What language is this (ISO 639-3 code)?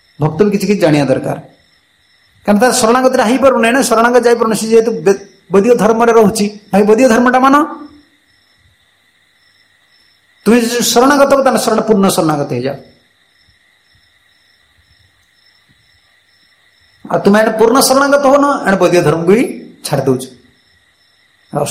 ori